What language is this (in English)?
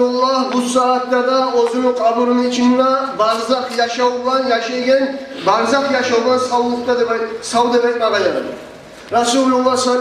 Kumyk